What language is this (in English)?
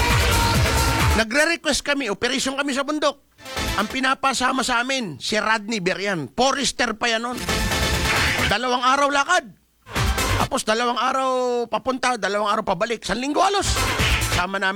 Filipino